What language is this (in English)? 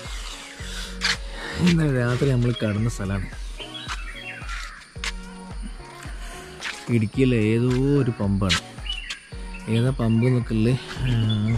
Malayalam